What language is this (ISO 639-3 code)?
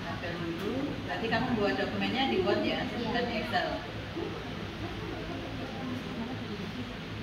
ind